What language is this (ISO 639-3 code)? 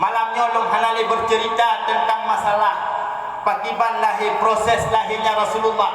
ace